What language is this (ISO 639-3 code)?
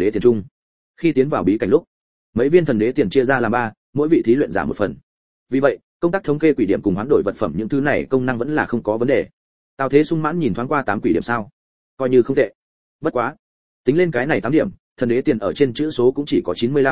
vie